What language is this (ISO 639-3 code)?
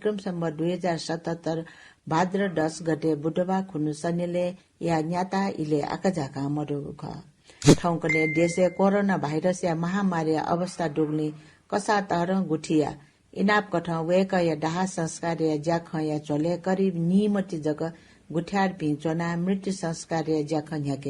new